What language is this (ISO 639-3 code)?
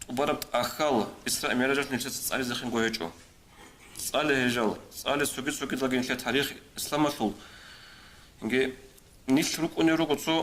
ava